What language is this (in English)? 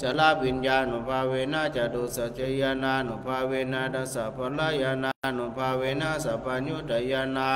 Pali